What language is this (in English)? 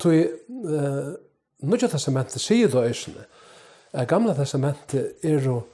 Faroese